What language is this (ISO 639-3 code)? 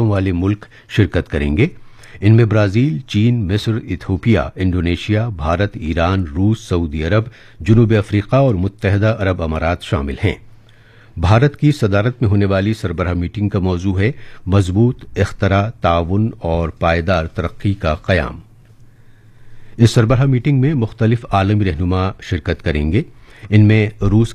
urd